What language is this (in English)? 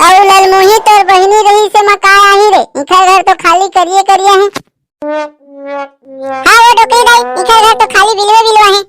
Chhattisgarhi